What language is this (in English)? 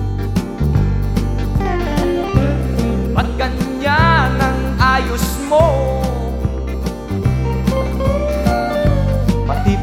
Filipino